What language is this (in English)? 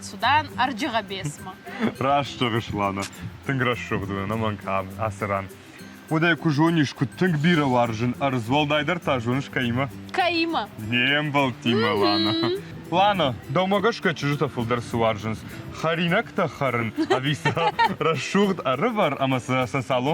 Ossetic